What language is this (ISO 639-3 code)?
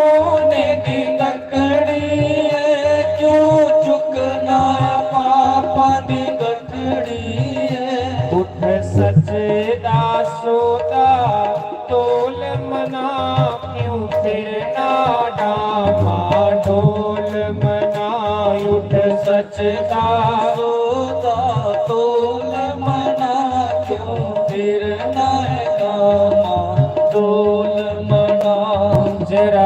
doi